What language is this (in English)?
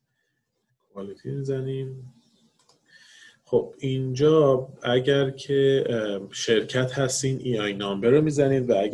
Persian